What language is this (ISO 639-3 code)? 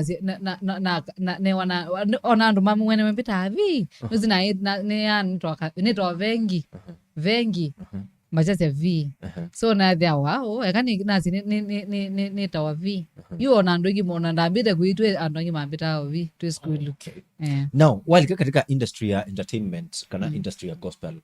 kam